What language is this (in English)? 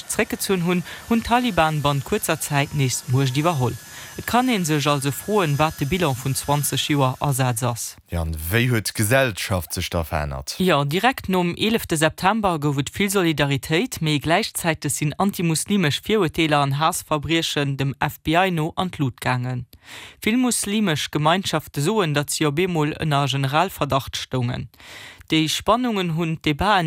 Luxembourgish